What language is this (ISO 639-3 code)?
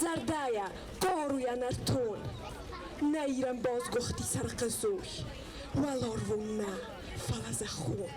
oss